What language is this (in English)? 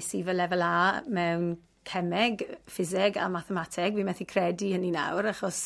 Welsh